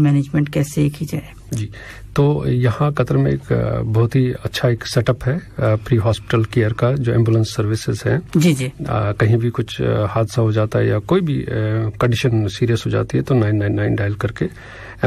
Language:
Urdu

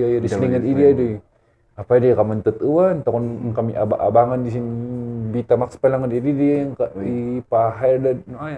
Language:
Kankanaey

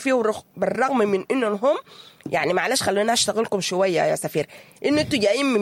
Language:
Sudanese Arabic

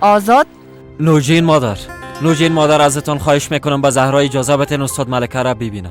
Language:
Persian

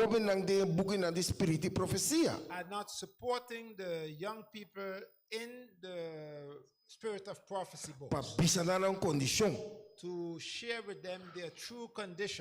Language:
Papiamento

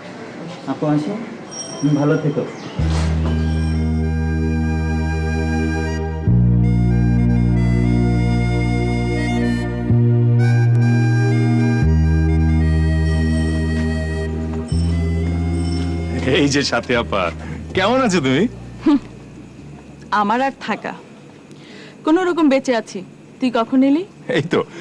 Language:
Bangla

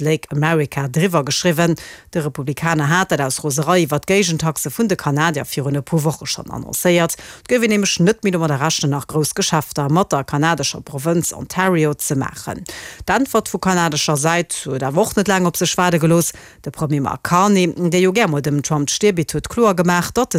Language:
Luxembourgish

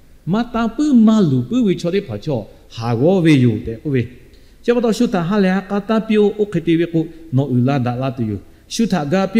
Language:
Lahu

